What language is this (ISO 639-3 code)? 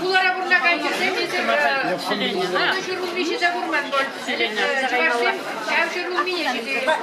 chv